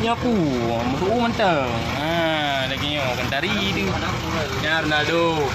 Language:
Achinese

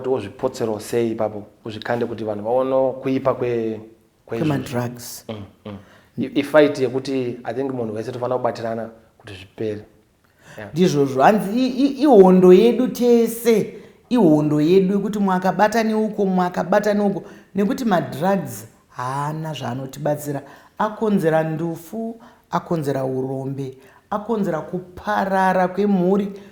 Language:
Shona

